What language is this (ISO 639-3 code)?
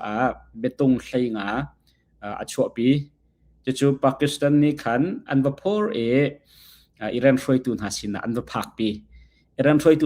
cnh